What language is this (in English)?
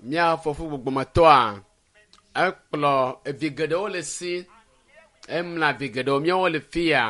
Ewe